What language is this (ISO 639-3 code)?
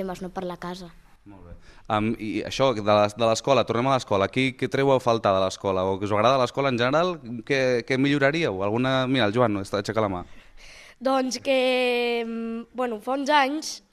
cat